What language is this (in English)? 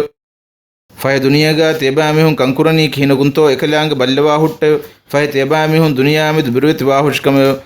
Divehi